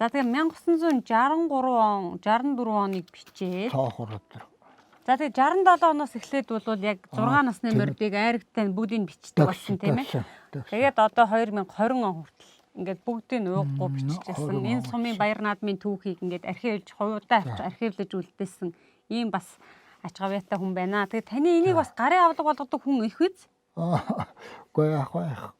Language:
Mongolian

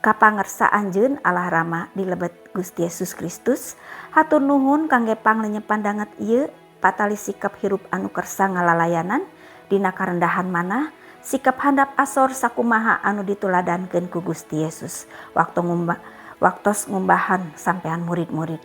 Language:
Sundanese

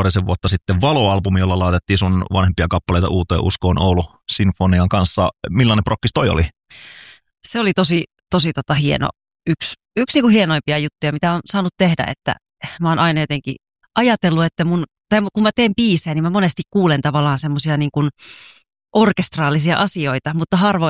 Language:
Finnish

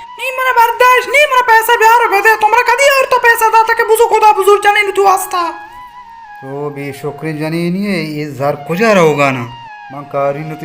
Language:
Baluchi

